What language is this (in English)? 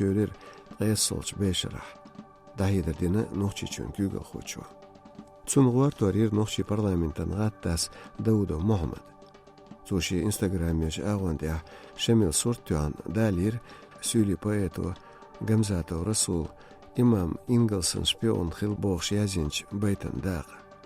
Chechen